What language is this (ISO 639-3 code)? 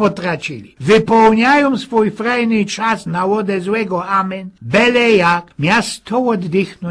szl